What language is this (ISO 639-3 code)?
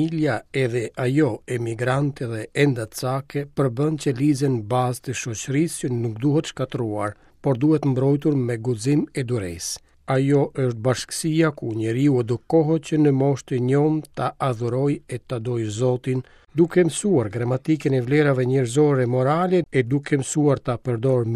sqi